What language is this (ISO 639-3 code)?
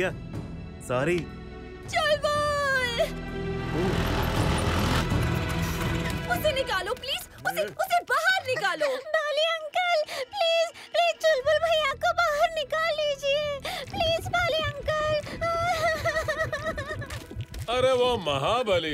hin